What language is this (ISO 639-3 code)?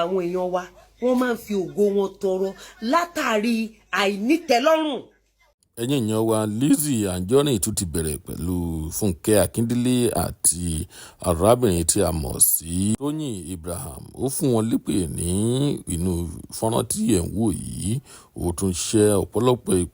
yor